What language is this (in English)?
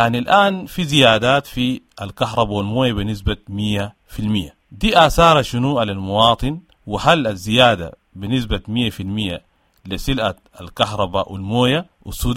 Sudanese Arabic